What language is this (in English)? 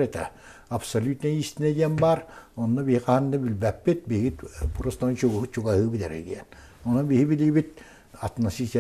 Yakut